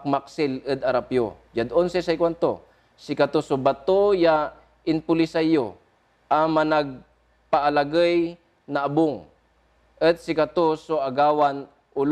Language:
Pangasinan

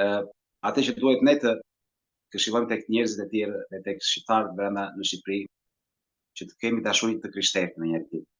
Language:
Albanian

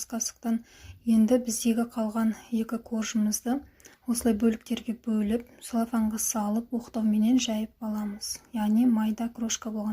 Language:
Kazakh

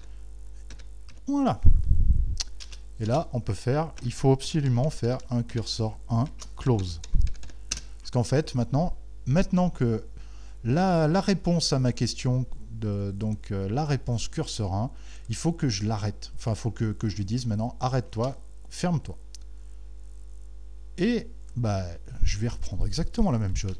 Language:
French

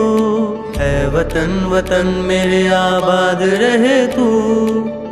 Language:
Hindi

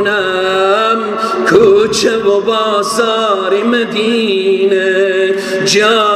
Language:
Persian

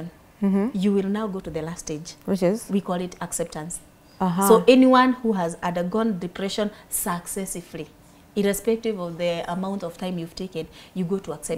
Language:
English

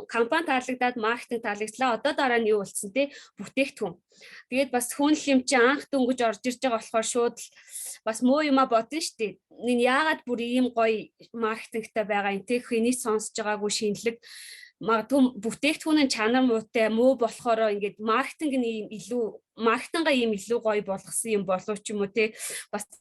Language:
Mongolian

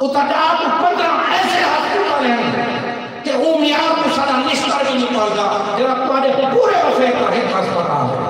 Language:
Saraiki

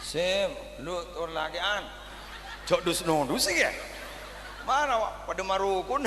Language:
Madurese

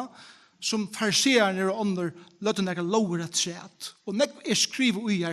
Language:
Faroese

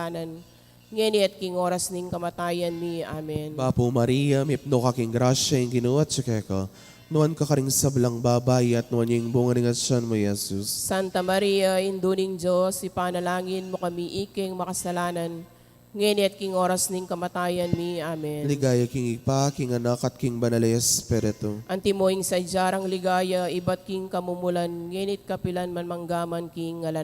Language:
Pampanga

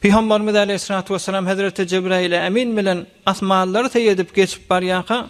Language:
Turkmen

